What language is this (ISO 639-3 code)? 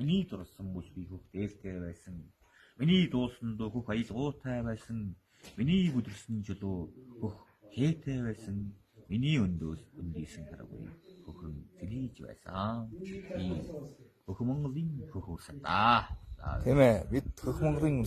mon